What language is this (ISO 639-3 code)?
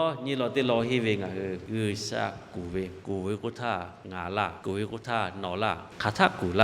lhu